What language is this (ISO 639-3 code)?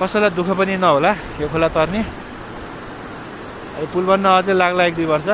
nep